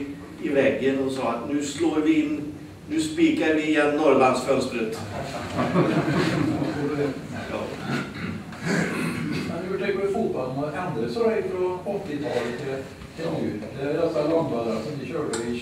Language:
Swedish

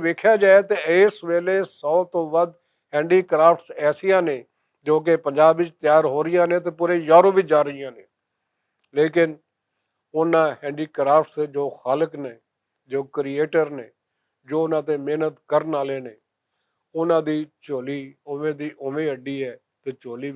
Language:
Western Panjabi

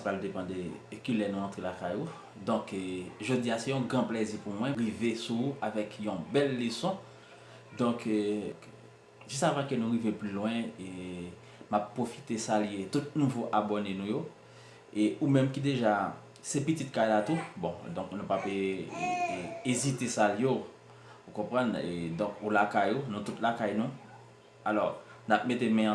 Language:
Haitian Creole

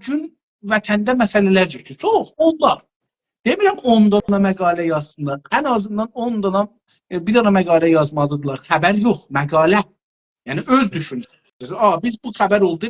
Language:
South Azerbaijani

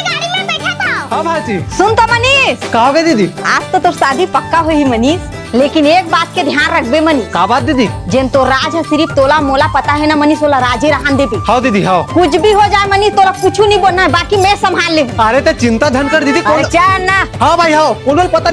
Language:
Chhattisgarhi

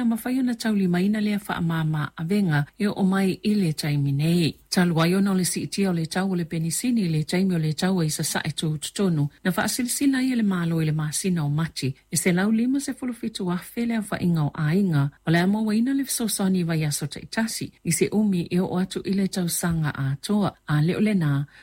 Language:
Samoan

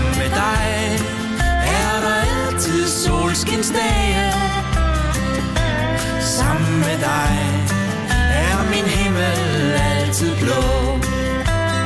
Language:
Danish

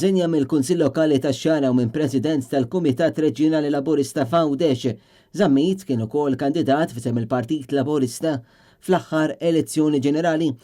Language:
Maltese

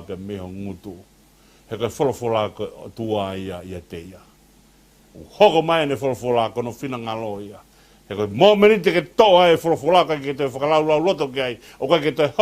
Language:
Tongan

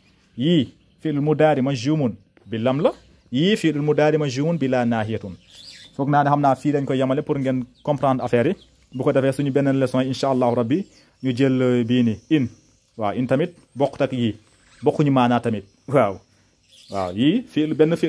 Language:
Wolof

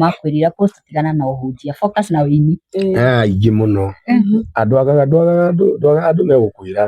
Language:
Kikuyu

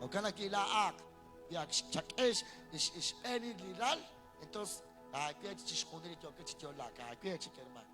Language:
Kekchí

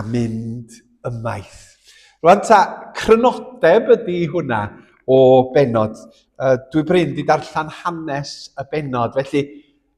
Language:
Welsh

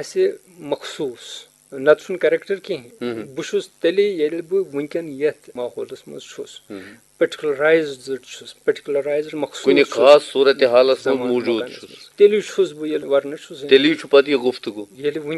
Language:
Kashmiri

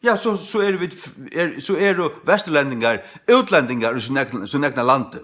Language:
Faroese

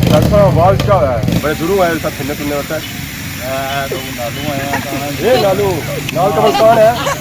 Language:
Pahari-Potwari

